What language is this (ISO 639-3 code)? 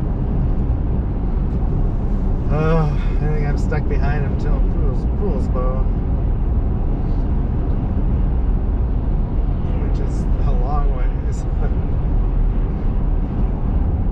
eng